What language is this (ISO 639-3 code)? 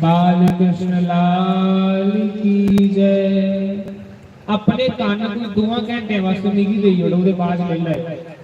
doi